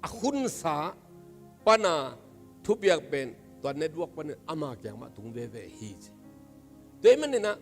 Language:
Tedim Chin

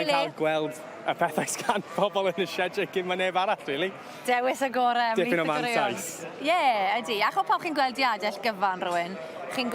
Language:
Welsh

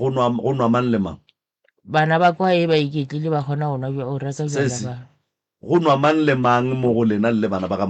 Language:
Northern Sotho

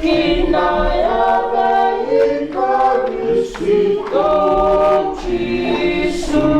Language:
Fijian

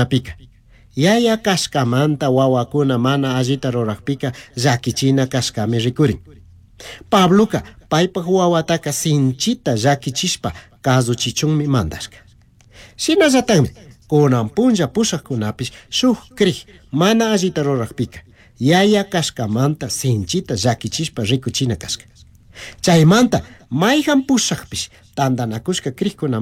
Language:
Chimborazo Highland Quichua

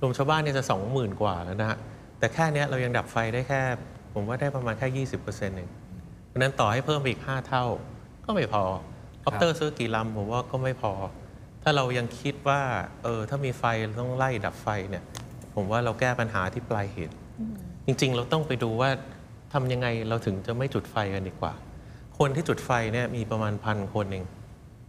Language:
Thai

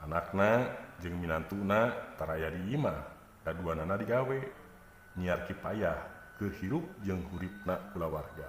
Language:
Sundanese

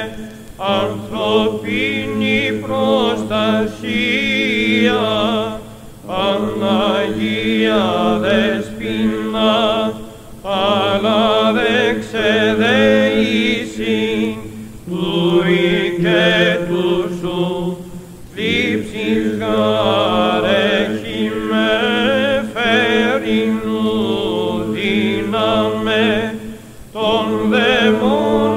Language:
Greek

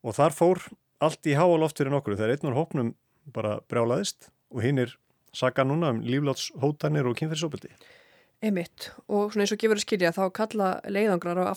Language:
Icelandic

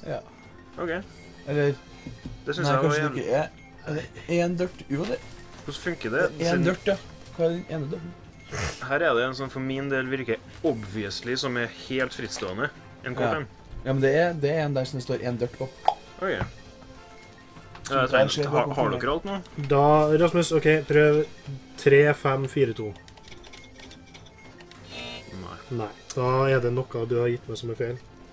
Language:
Norwegian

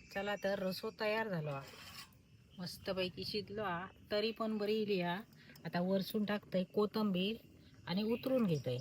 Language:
Konkani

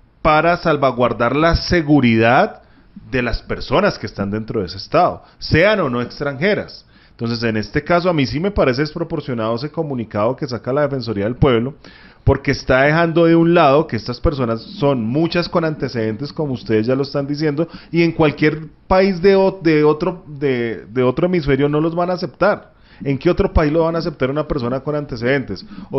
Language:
Spanish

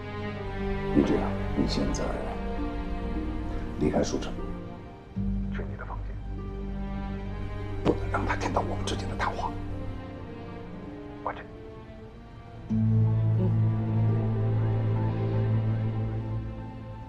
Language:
Chinese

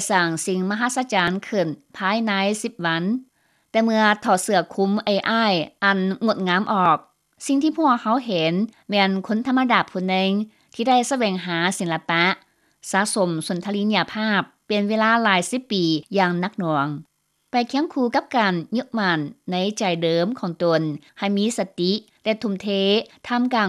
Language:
Lao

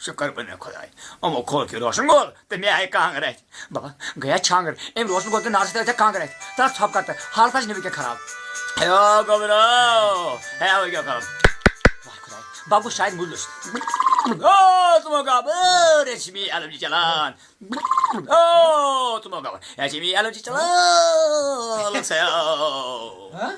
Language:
Kashmiri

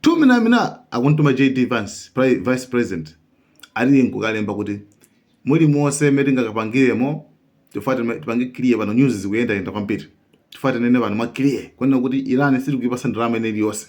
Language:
Nyanja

